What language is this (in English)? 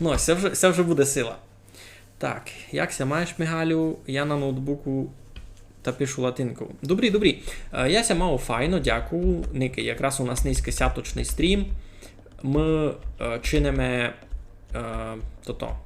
Rusyn